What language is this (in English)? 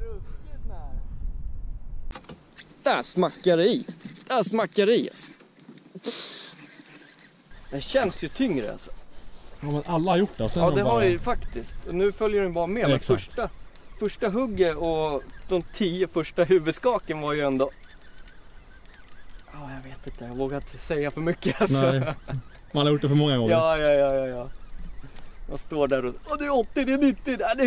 Swedish